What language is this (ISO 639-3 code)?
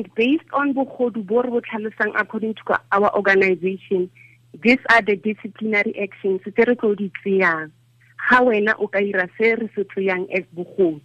tsn